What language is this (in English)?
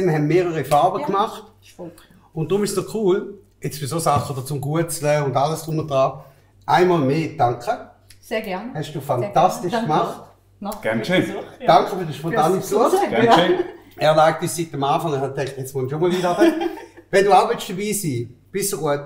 Swiss German